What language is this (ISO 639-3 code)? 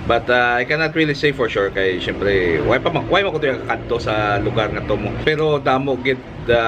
hil